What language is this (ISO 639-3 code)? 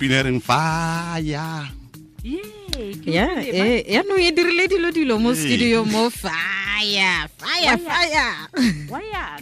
tsn